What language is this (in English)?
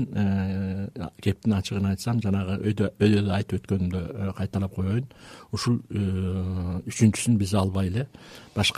Kyrgyz